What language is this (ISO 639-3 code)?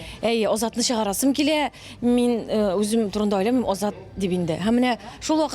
tat